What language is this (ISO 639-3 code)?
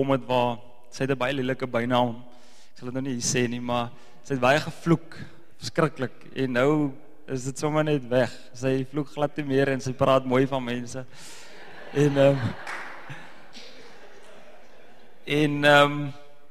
afr